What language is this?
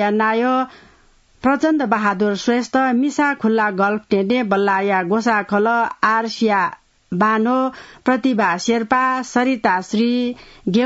Newari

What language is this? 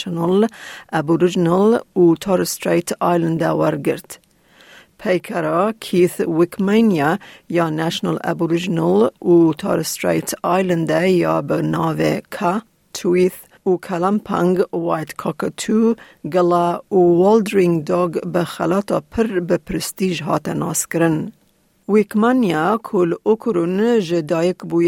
Kurdish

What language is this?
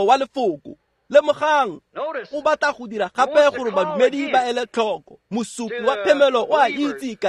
Tswana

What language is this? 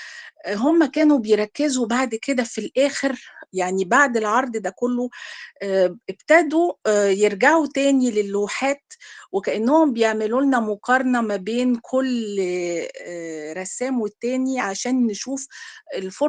Egyptian Arabic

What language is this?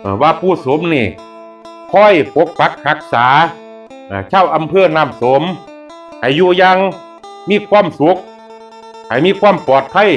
Northeastern Thai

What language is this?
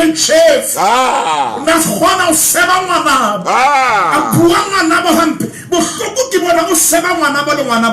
Southern Sotho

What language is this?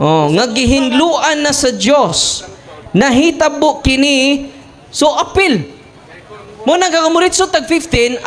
Cebuano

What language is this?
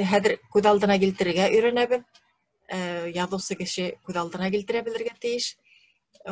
Bashkir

